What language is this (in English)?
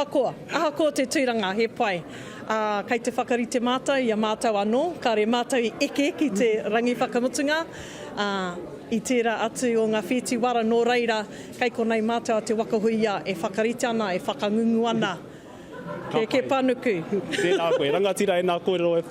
Māori